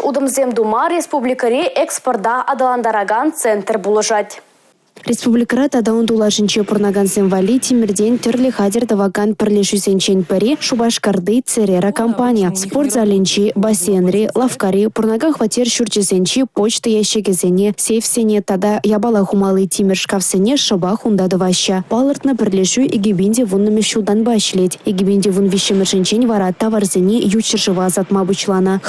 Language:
Chuvash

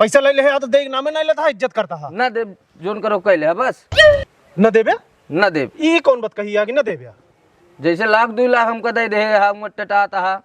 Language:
Awadhi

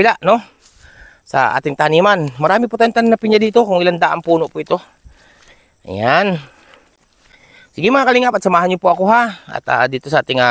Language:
Filipino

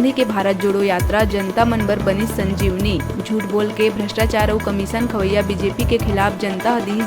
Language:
Chhattisgarhi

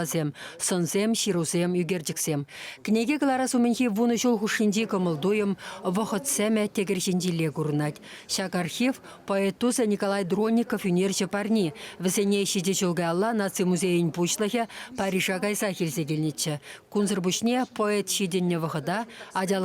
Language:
Chuvash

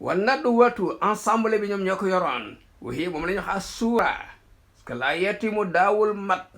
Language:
Wolof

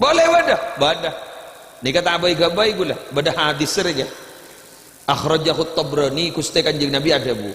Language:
Madurese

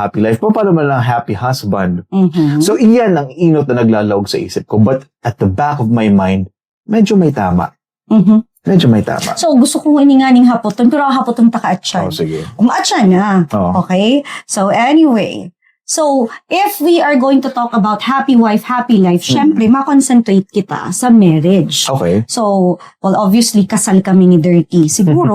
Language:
Bikol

